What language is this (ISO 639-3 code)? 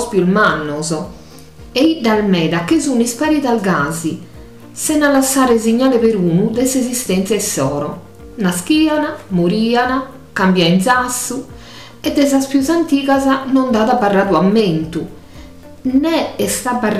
srd